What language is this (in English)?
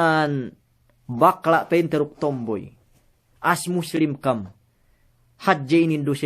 Yakan